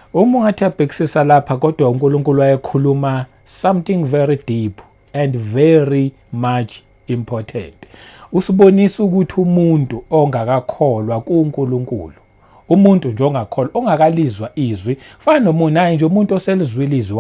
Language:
Zulu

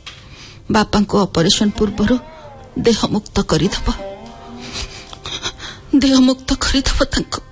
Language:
Odia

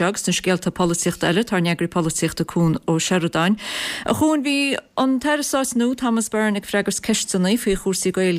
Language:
Irish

